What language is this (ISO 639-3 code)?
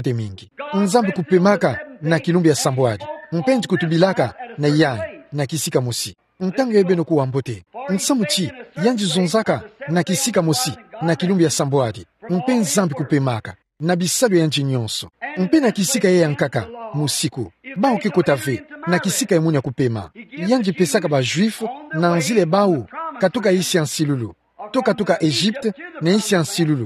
ktu